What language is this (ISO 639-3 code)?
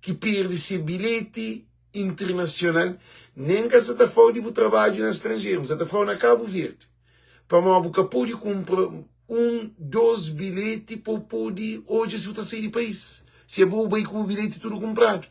kea